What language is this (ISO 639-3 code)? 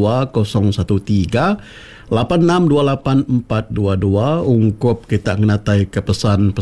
iba